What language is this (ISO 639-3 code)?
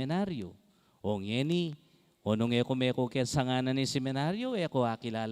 pam